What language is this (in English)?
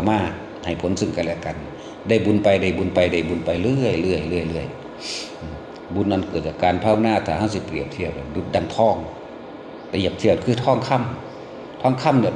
Northeastern Thai